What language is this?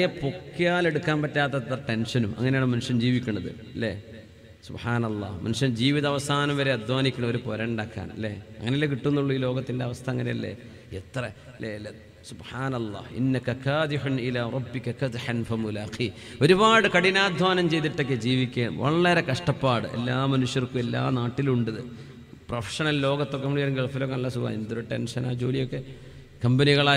Malayalam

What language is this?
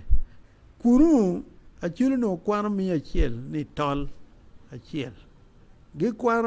Acoli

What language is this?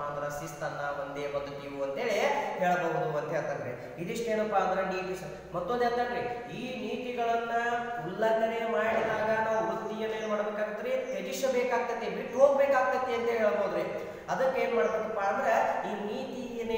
Kannada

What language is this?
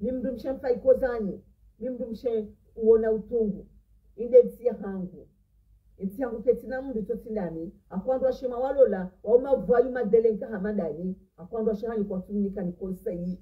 Ngazidja Comorian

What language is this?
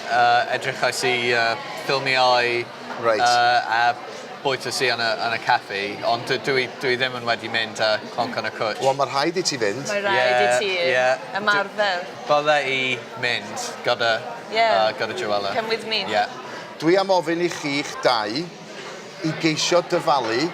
Welsh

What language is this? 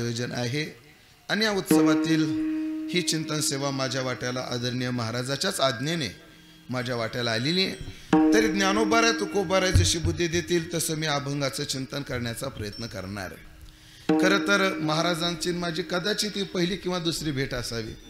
Marathi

